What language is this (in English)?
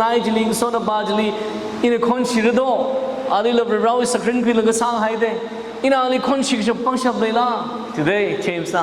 Tangkhul Naga (India)